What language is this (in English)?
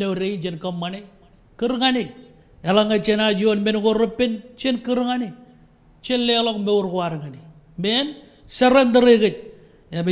Marshallese